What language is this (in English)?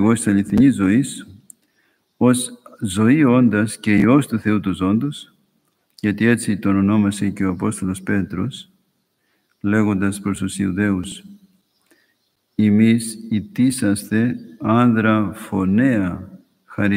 Greek